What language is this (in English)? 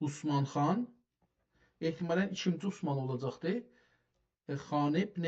South Azerbaijani